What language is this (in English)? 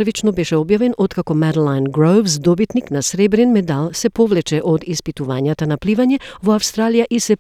Macedonian